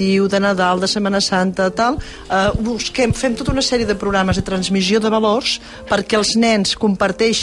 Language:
Catalan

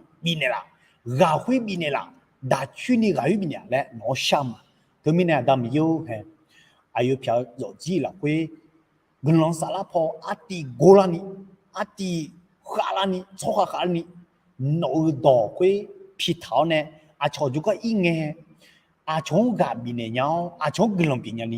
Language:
Akha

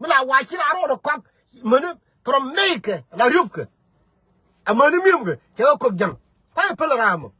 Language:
Nuer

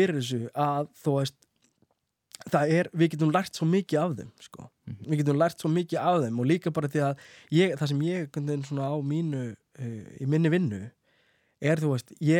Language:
Icelandic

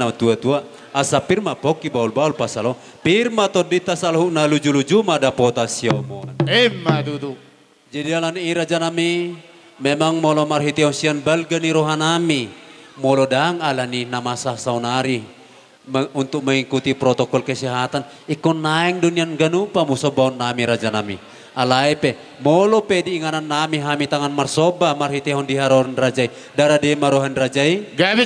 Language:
Batak Toba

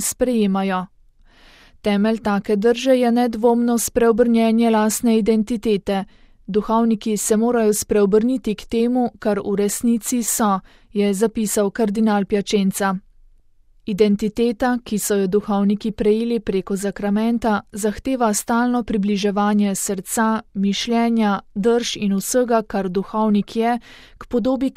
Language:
Slovenian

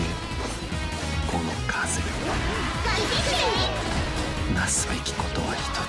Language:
Japanese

